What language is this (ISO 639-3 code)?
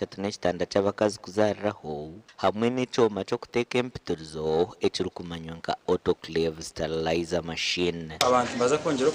nyn